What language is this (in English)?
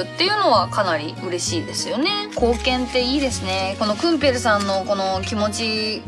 Japanese